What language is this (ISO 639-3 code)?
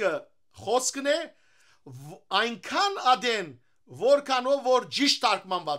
hyw